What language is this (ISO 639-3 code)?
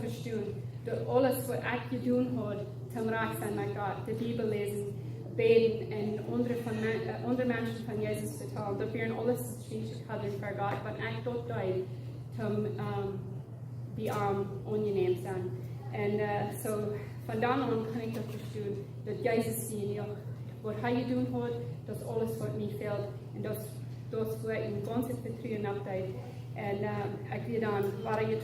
pdt